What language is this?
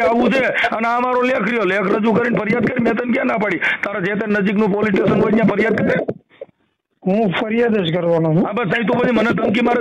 Gujarati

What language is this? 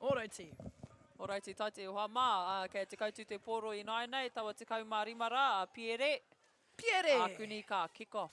Māori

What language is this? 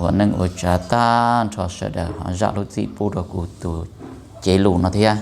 Hmong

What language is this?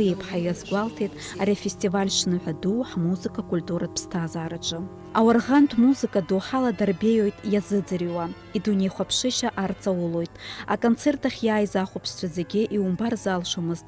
Abkhazian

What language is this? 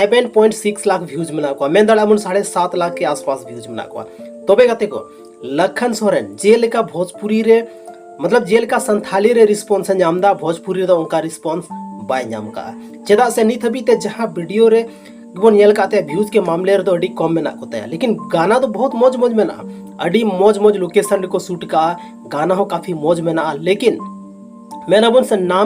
Santali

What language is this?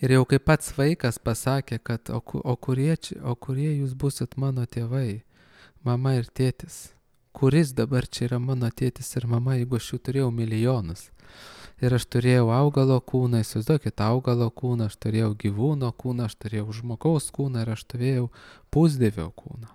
Lithuanian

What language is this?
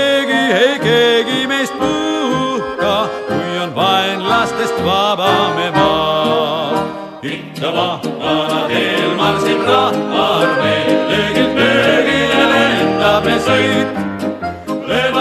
Estonian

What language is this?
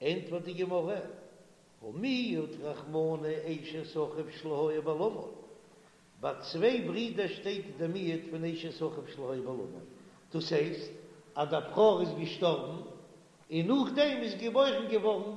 Yiddish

